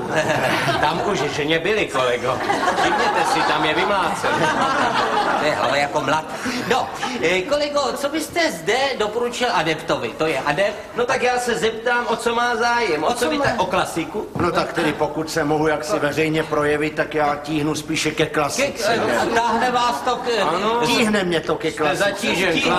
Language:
Czech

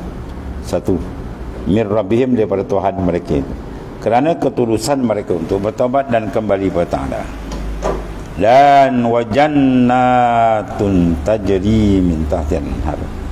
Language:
Malay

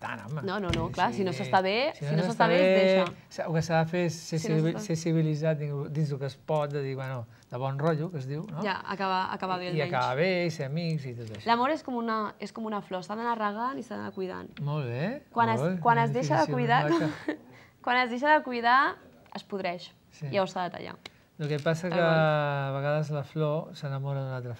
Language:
Catalan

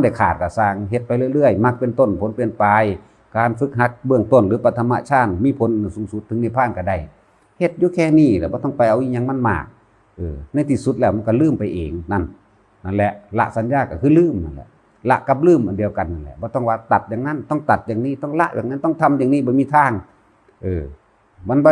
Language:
Northeastern Thai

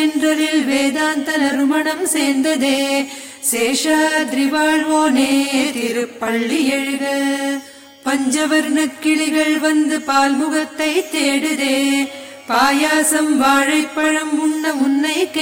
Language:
Tamil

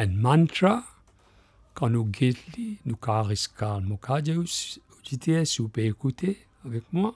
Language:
Morisyen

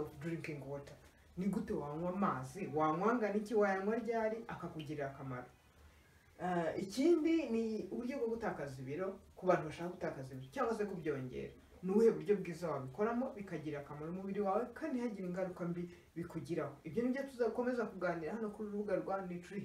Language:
Kinyarwanda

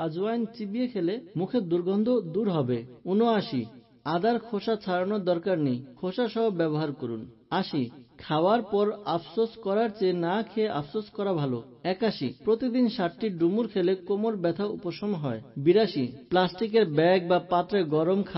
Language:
Bangla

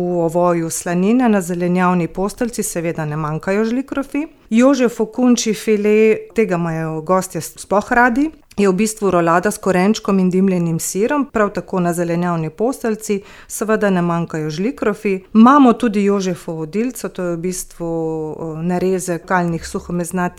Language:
Slovenian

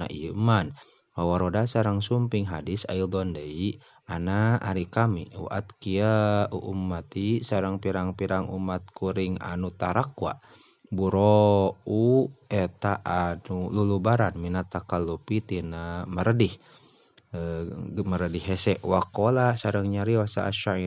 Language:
Sundanese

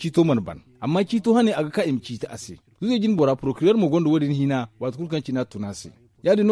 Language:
Zarma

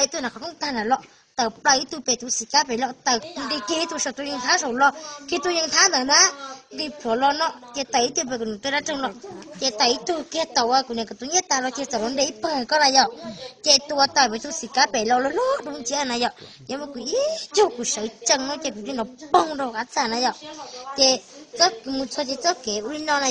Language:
Hmong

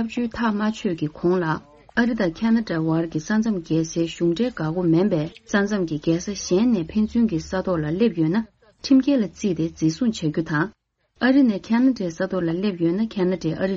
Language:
Tibetan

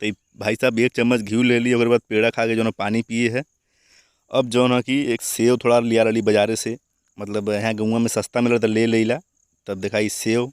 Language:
Bhojpuri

